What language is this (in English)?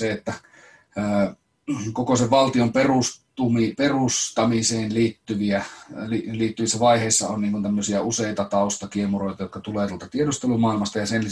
Finnish